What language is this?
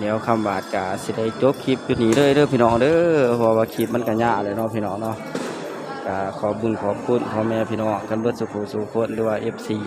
Northeastern Thai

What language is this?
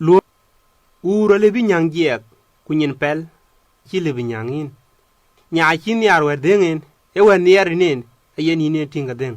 Dinka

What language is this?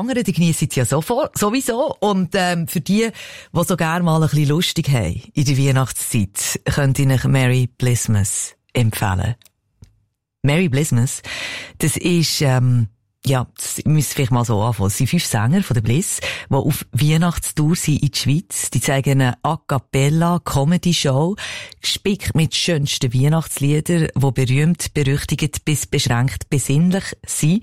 German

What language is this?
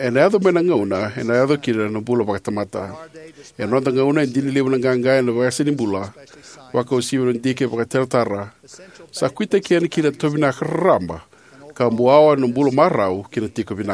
Fijian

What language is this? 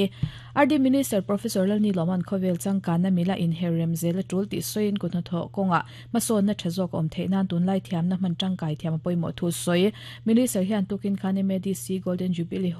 Mizo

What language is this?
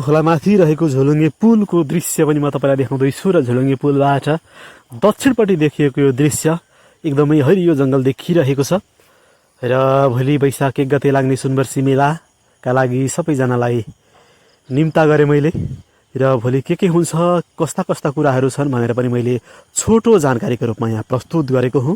Nepali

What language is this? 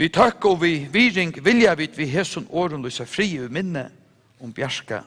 Faroese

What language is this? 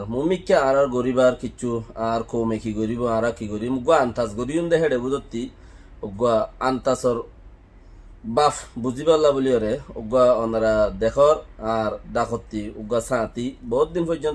Rohingya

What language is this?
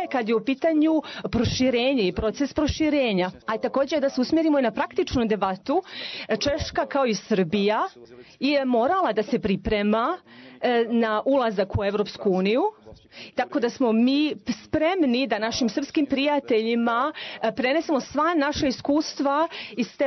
Serbian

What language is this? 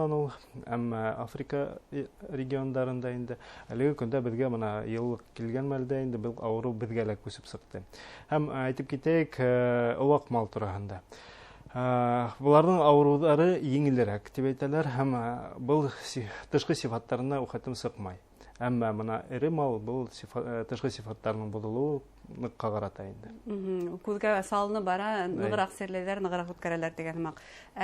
Bashkir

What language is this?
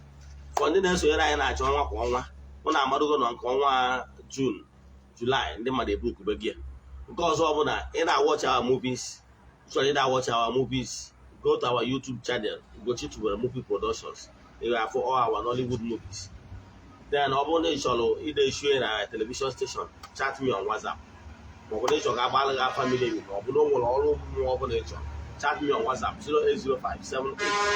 Igbo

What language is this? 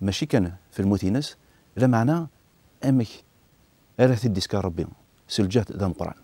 Kabyle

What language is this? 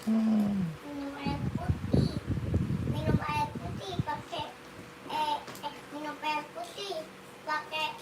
Betawi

